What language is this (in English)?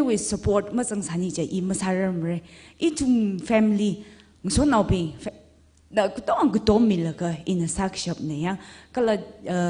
Tangkhul Naga (India)